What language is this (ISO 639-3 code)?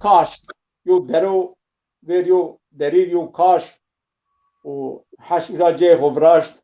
zza